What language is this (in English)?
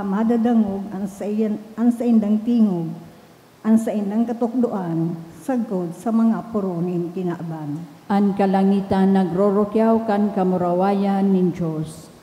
Bikol